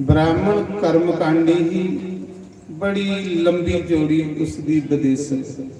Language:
Dogri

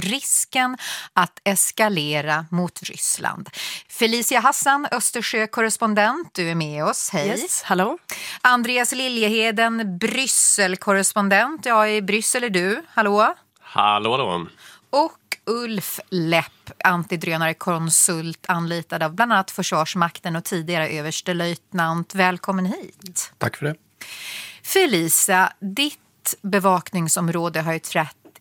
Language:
Swedish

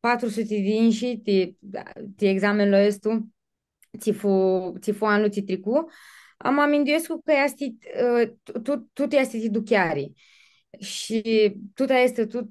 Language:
Aromanian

